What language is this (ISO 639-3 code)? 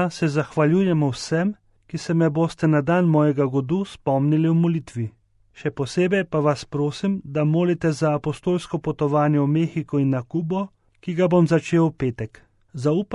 slv